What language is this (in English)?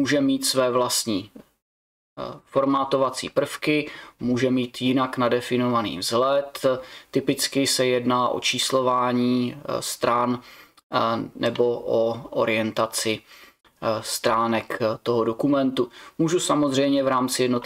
Czech